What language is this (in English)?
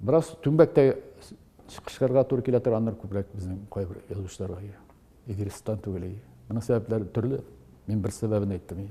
Tatar